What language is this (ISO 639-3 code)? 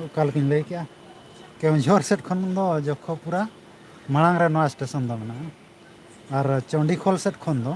sat